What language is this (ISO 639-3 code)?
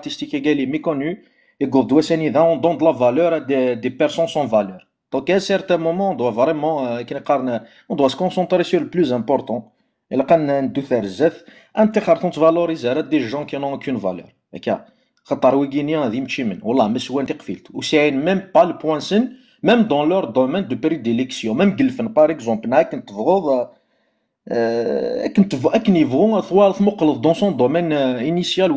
kab